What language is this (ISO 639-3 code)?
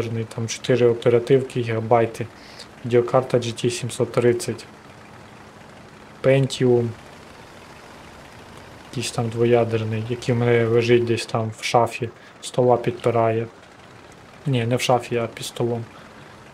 ukr